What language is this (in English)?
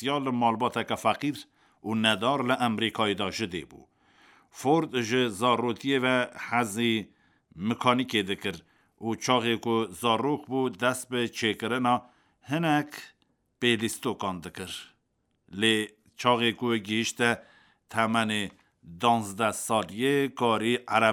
Kurdish